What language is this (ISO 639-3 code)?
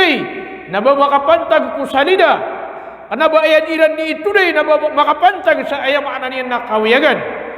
mrw